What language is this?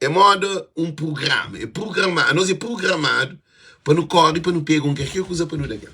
Kabuverdianu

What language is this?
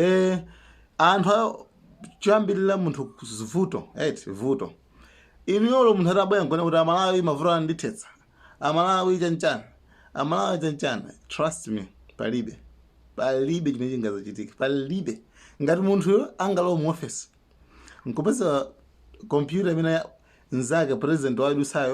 Nyanja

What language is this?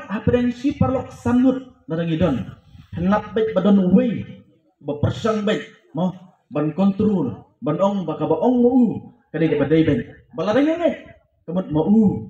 Khasi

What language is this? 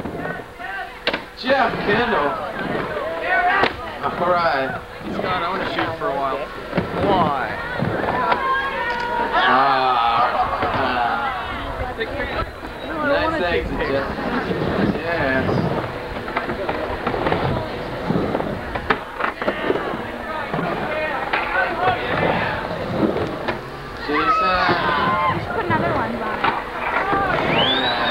English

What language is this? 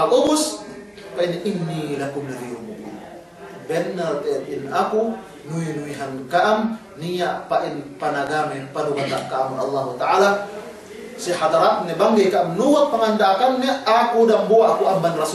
Yakan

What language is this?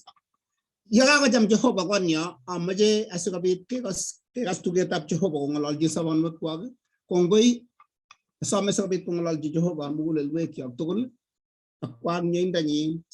Kalenjin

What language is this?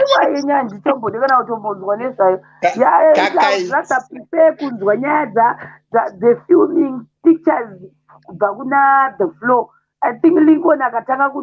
Shona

